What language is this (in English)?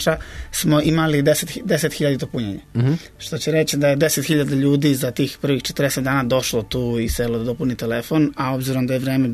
Serbian